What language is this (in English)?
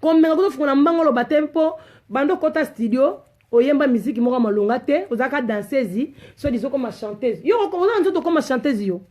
Lingala